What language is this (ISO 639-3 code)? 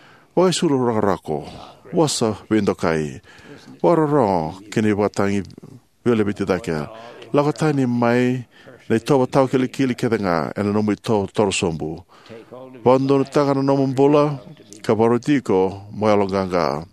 fij